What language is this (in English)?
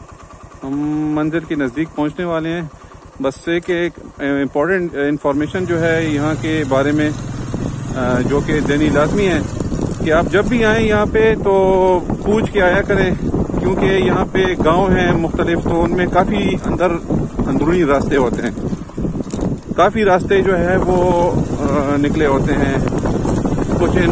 Hindi